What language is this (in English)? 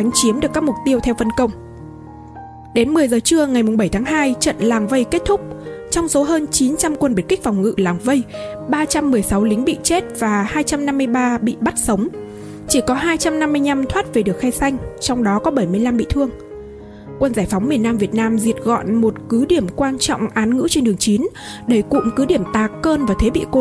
Vietnamese